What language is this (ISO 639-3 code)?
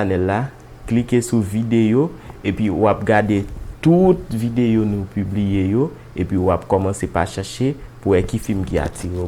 hat